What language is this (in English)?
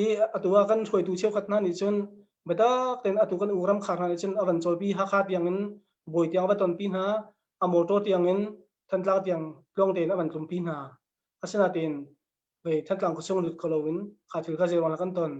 Hakha Chin